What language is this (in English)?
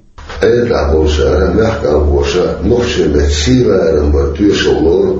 Chechen